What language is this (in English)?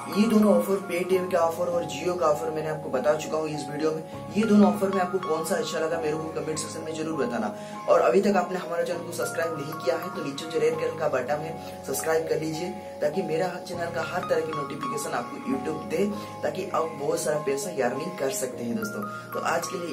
Hindi